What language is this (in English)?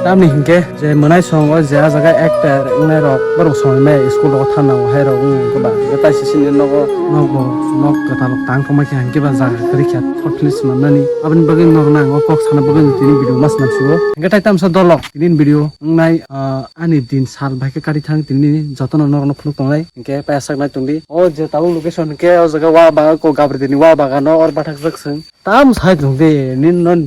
Kok Borok